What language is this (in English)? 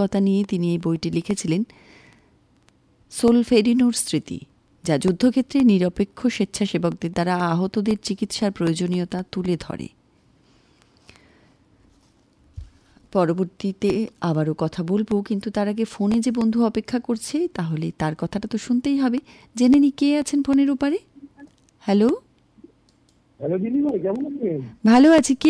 Bangla